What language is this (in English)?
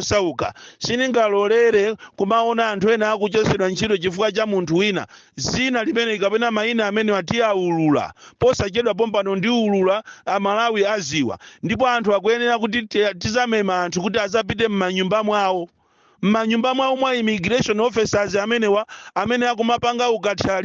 Nyanja